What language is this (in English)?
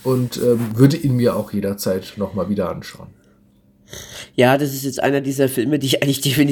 German